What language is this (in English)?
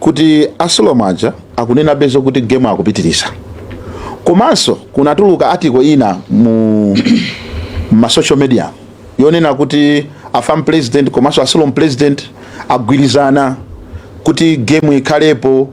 Nyanja